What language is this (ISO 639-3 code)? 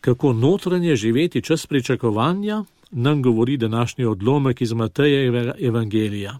slv